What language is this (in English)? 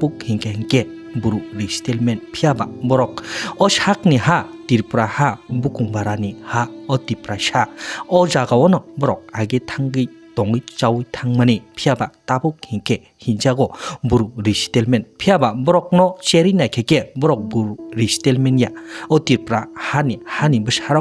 Kok Borok